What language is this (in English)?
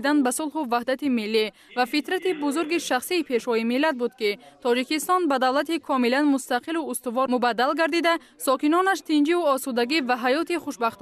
Tajik